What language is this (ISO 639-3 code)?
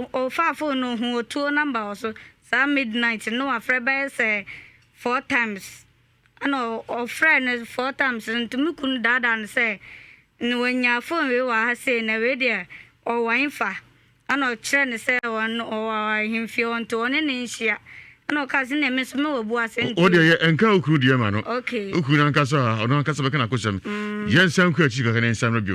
aka